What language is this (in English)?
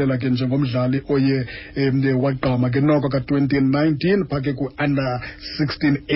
Xhosa